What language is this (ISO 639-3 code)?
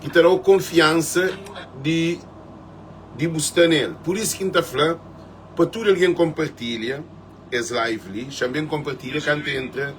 kea